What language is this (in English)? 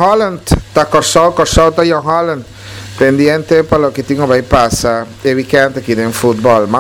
Papiamento